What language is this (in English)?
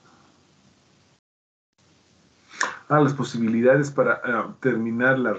Spanish